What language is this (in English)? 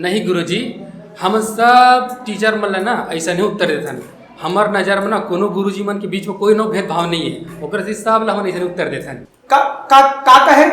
Chhattisgarhi